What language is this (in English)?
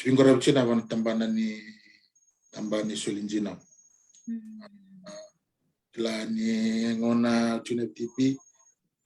Fijian